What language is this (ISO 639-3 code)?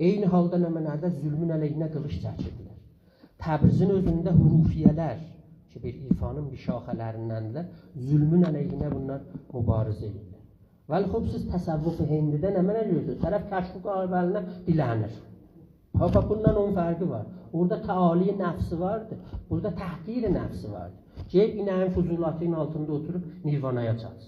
azb